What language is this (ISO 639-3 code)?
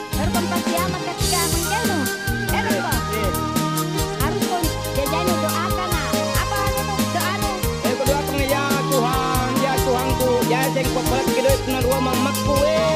mak